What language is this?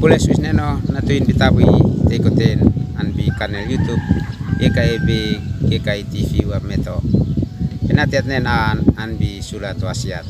Uab Meto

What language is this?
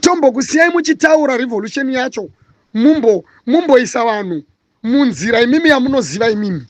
Shona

